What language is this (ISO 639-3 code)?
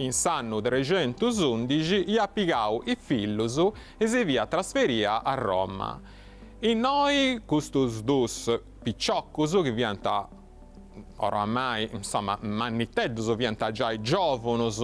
srd